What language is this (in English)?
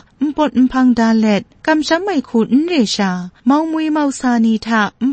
Kachin